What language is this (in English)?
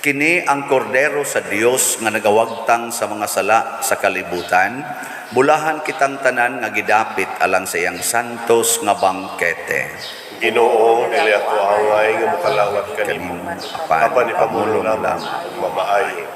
Cebuano